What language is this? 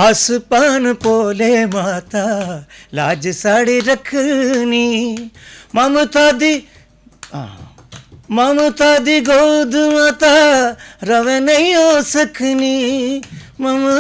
Dogri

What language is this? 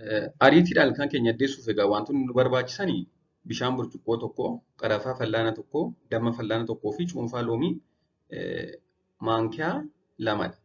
Oromo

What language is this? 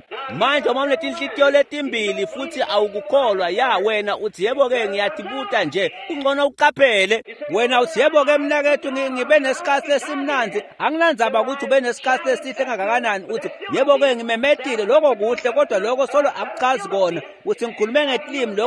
Swati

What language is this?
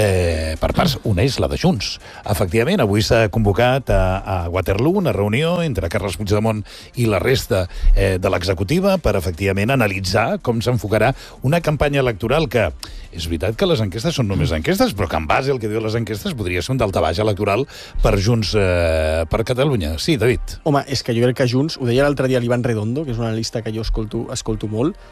Catalan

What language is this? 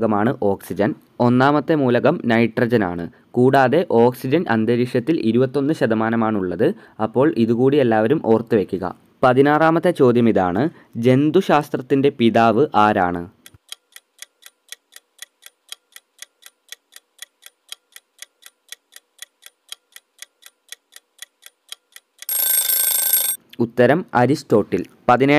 Malayalam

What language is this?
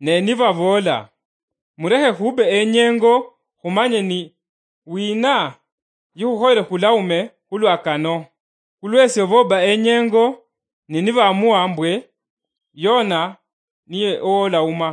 Luyia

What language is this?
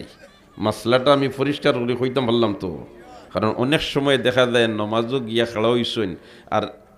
Sylheti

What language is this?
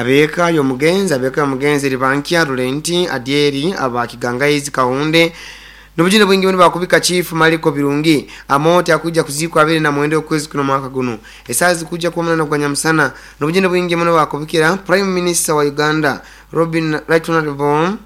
Nyoro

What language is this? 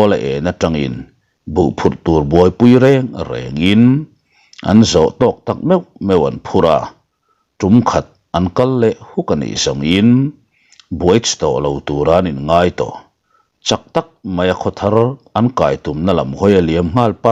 Mizo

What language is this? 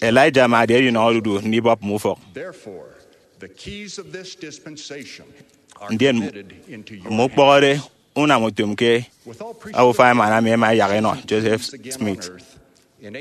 Efik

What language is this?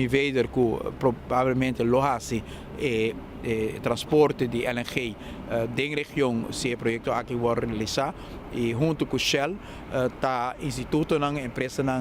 Papiamento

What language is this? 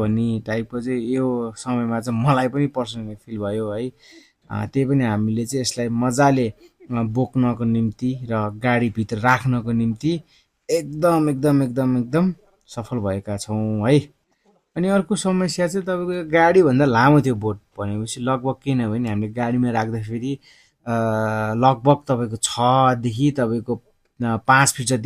Nepali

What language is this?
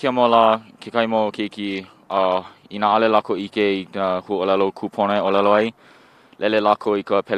Hawaiian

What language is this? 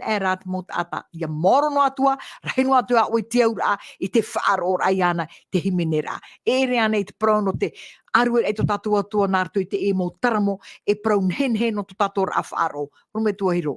Tahitian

